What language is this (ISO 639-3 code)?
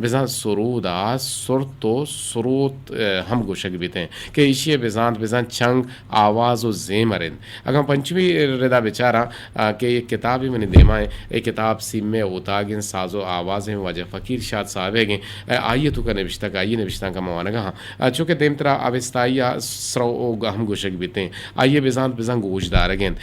bgp